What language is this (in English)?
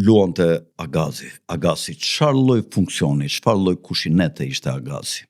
Albanian